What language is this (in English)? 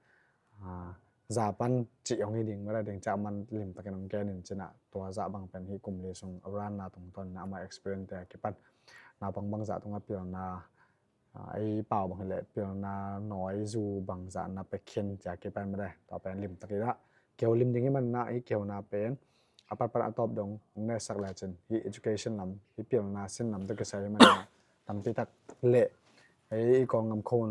Tedim Chin